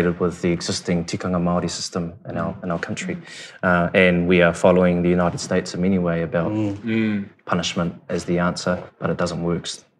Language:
English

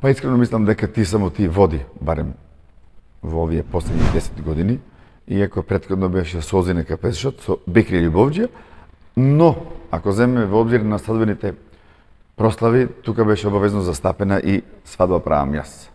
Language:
Macedonian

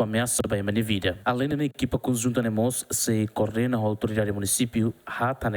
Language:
Tetum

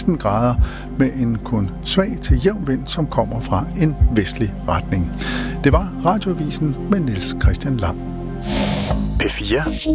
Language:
Danish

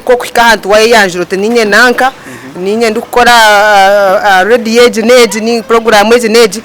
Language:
Nyankole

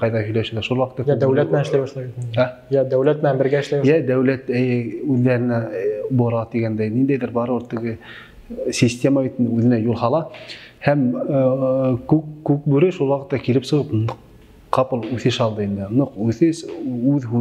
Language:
Bashkir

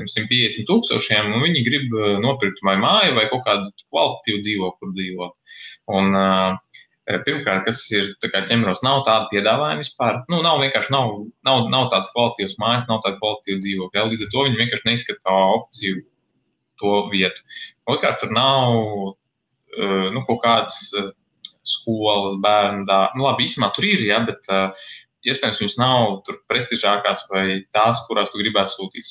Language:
Latvian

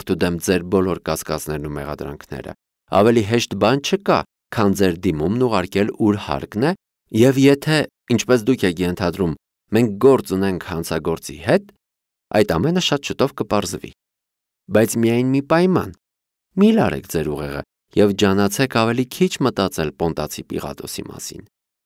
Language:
Armenian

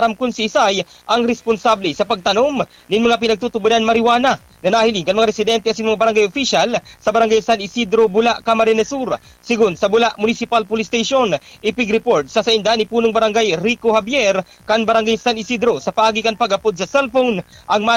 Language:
Bikol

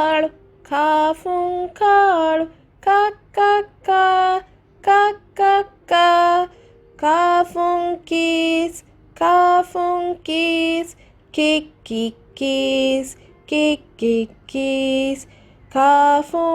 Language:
Divehi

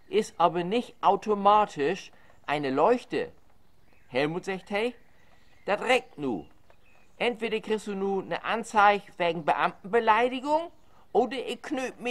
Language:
Low German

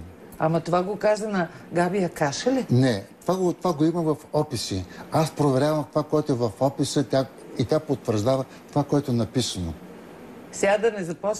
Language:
Bulgarian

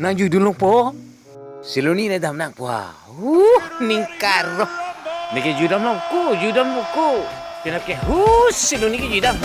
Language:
Karbi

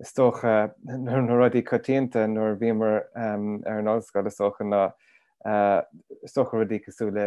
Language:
Irish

